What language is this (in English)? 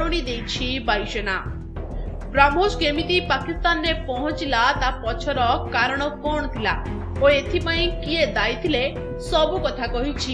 Odia